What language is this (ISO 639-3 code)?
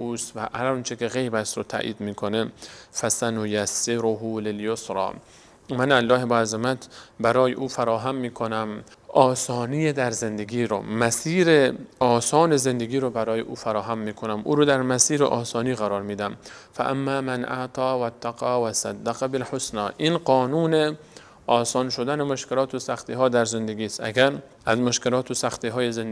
fas